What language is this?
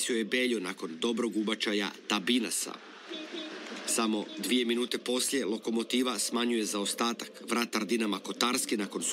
Croatian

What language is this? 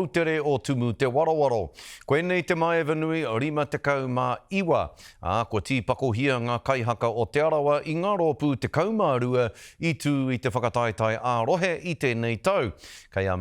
Māori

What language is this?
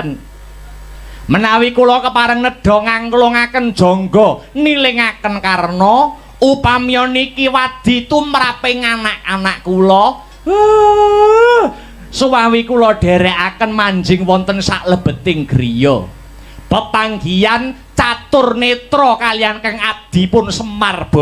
Javanese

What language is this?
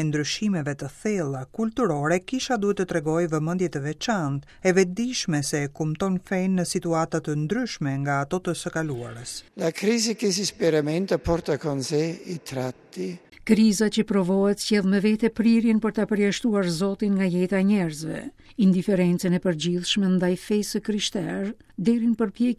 Albanian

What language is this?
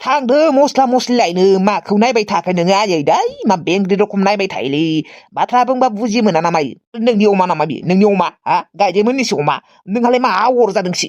Bodo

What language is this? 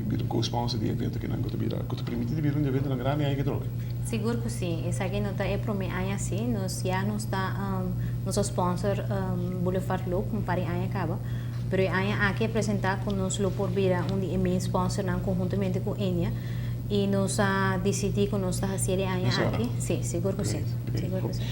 Papiamento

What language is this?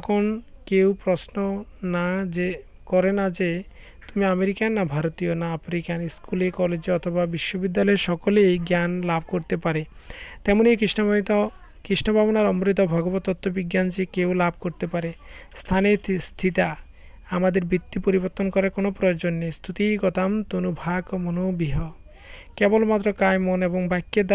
Bangla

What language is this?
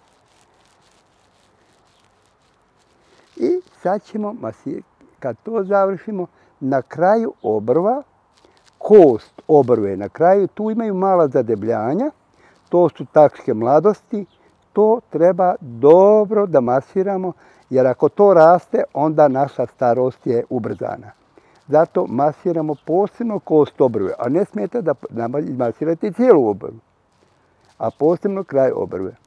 Bosnian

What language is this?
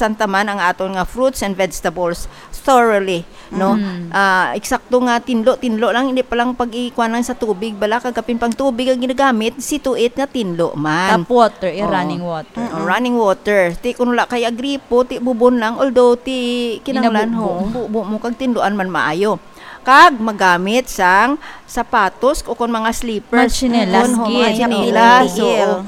Hiligaynon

